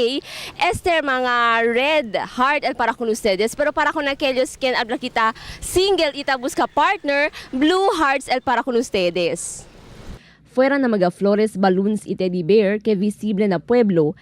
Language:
Chavacano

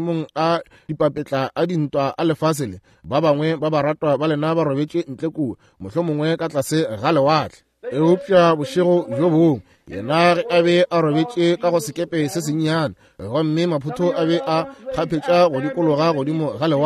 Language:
Northern Sotho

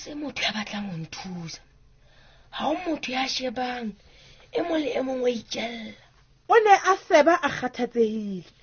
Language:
Southern Sotho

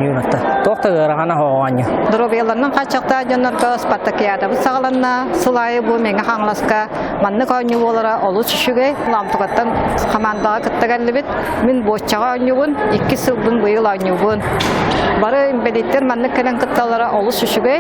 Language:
Yakut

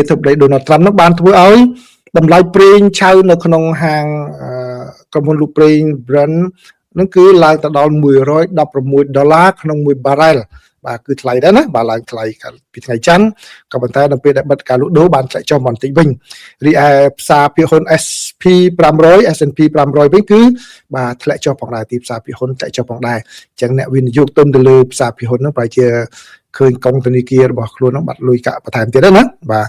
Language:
Khmer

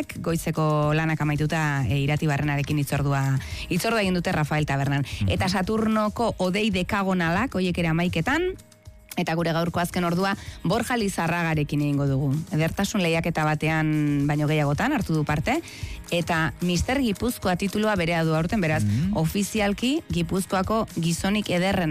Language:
Basque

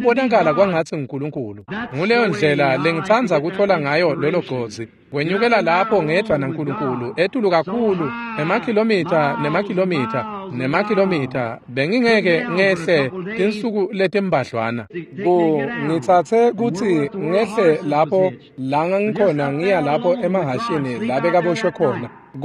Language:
Swati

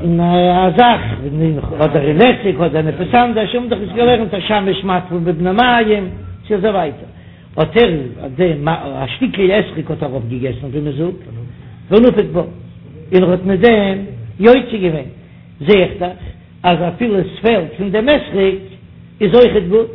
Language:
Yiddish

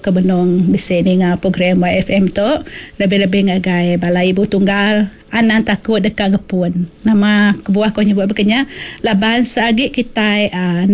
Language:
Iban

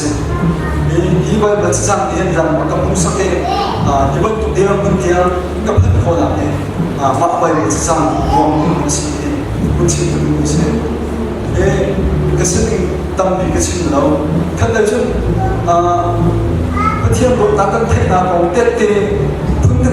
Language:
Hakha Chin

